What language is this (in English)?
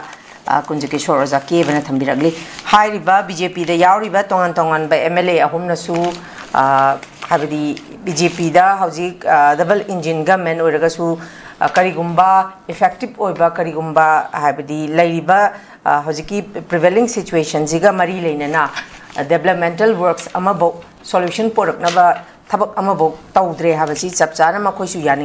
Manipuri